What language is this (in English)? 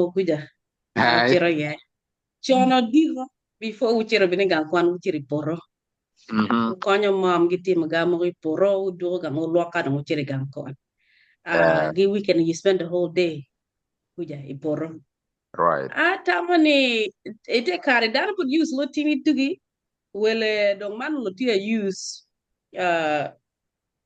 Acoli